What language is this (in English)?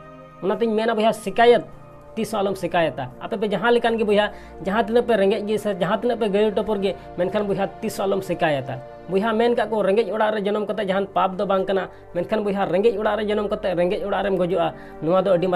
Santali